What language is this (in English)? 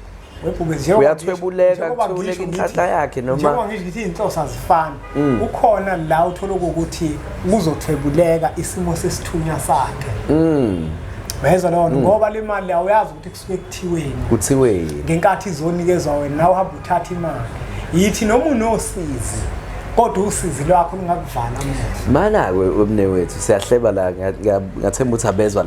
Zulu